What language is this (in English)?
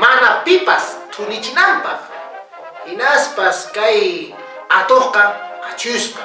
Quechua